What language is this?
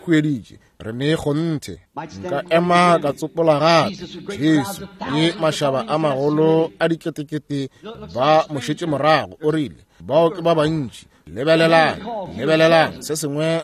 Northern Sotho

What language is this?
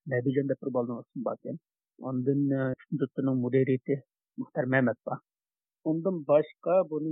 Uyghur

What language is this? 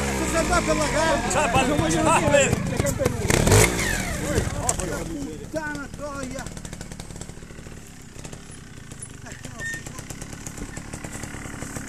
Italian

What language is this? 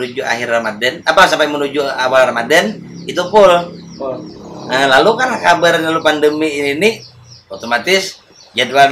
Banjar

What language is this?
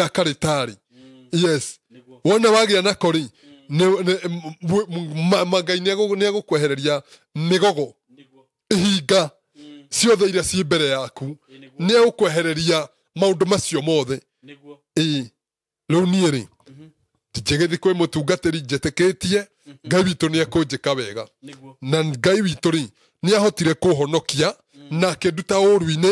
Kikuyu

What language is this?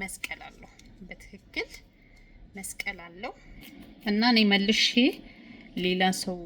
Amharic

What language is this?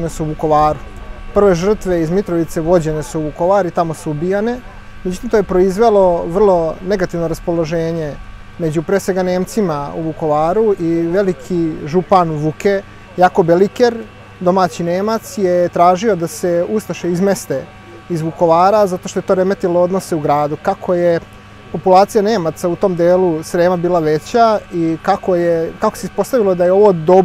Serbian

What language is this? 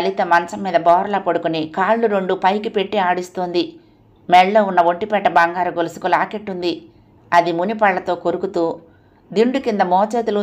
Telugu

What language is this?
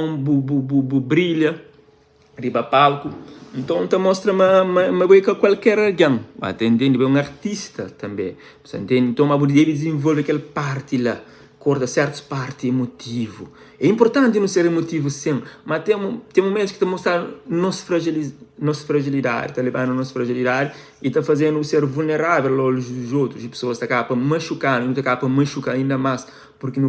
Kabuverdianu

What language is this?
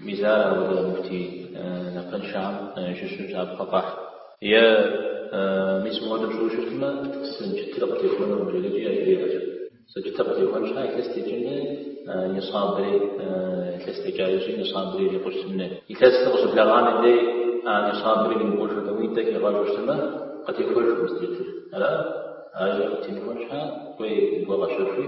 Kabardian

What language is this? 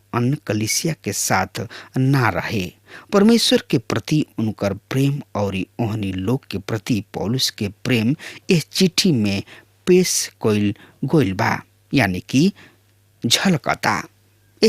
Bhojpuri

